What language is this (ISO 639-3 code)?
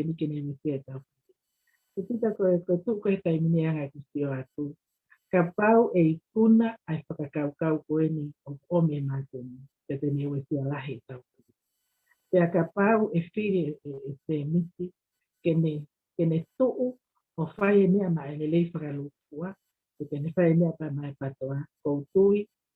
ton